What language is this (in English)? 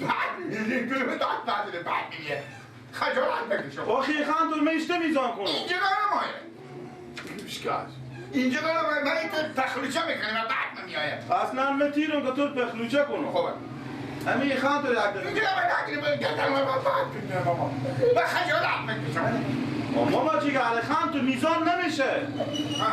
Persian